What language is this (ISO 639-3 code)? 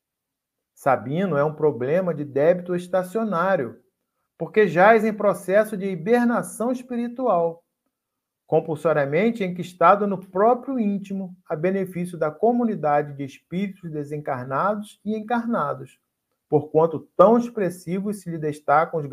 por